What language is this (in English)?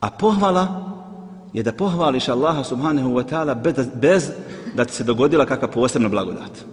Bosnian